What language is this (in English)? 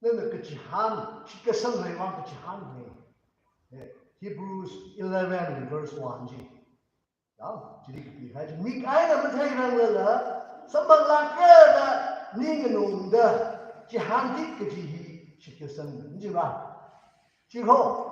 Tangkhul Naga (India)